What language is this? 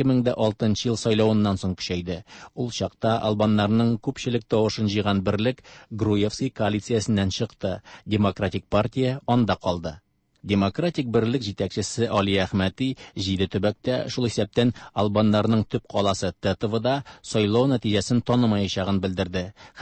Tatar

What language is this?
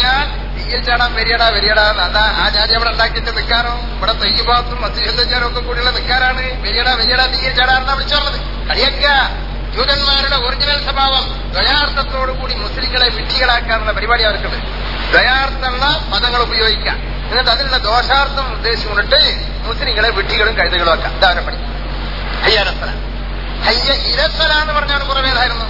Malayalam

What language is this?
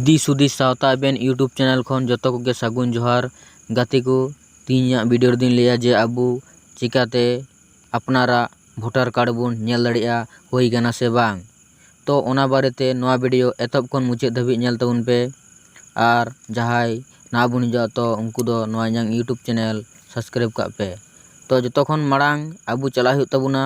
Santali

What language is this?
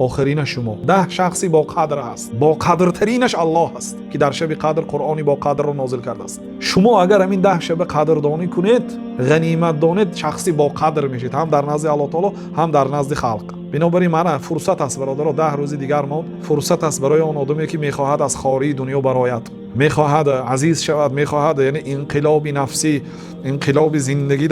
Tajik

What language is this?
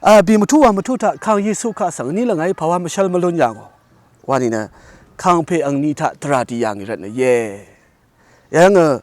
Rawang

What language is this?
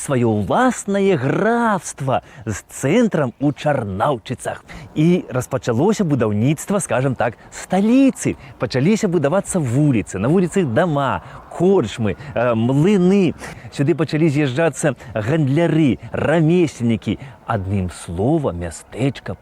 Belarusian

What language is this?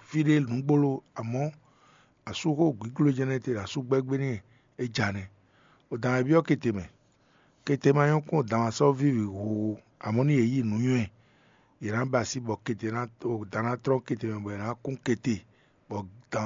Fon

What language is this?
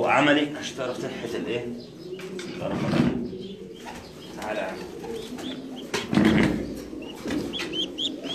Egyptian Arabic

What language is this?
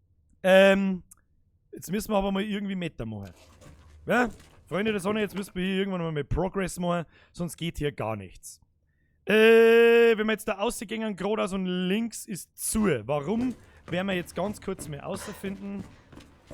Bavarian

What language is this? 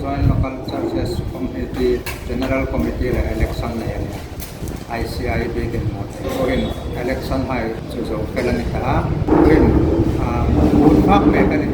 Hmar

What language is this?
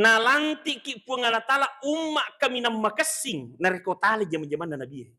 Buginese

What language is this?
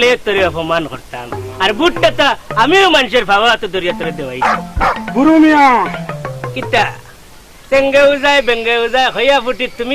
Sylheti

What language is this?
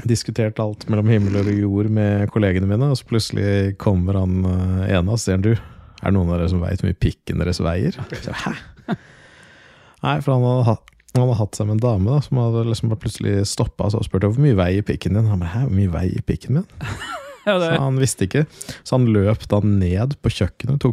Norwegian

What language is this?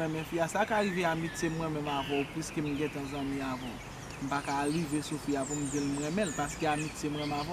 Haitian Creole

